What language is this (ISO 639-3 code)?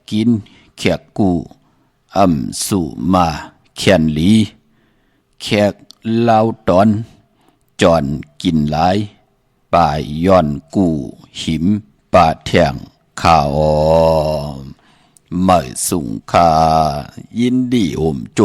shn